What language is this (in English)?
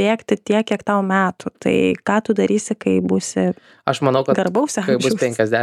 Lithuanian